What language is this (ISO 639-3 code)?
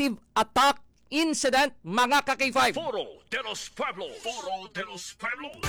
hil